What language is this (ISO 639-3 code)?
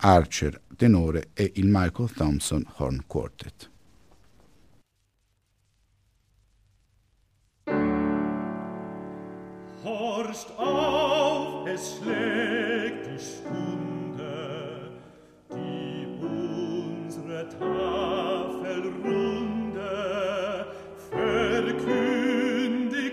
ita